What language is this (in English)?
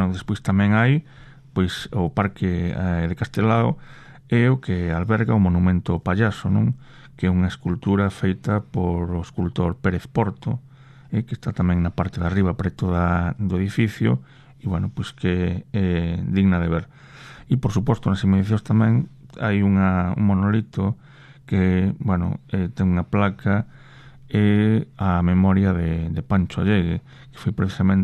Galician